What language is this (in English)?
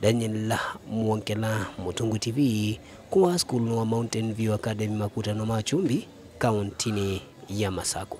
Kamba